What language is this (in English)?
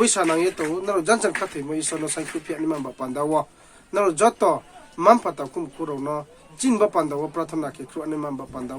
Riang (India)